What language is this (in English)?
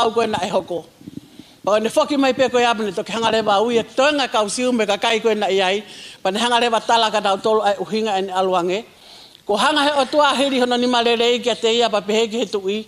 Tongan